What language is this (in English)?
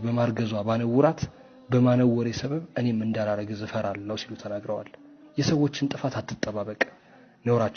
Amharic